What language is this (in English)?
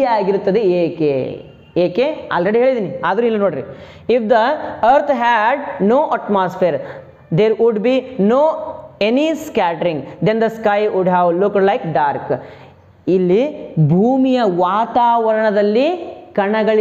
Kannada